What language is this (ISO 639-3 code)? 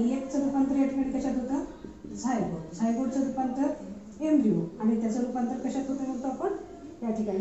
mar